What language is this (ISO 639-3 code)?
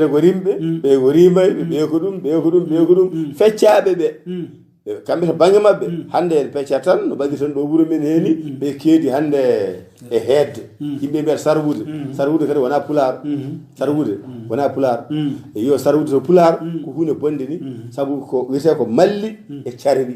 ful